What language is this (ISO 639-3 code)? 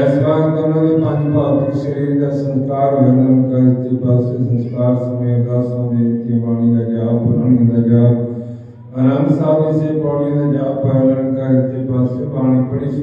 pan